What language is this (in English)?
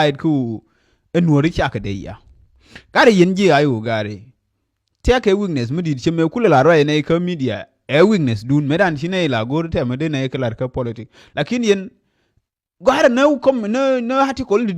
Nuer